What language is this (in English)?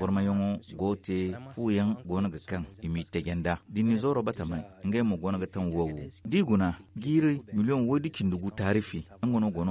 Zarma